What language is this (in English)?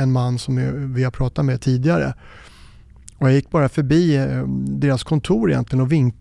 Swedish